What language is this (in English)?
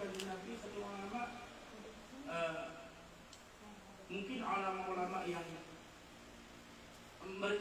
Indonesian